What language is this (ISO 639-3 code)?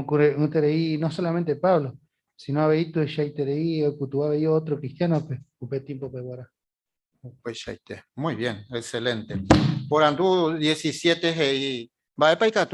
grn